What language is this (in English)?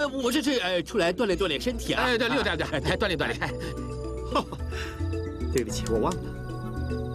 Chinese